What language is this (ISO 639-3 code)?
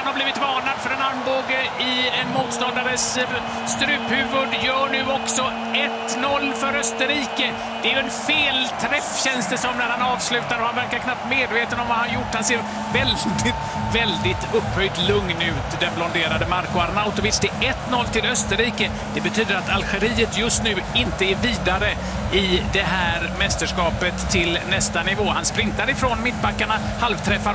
swe